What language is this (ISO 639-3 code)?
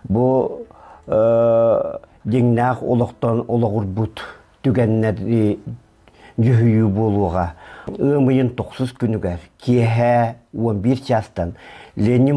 sah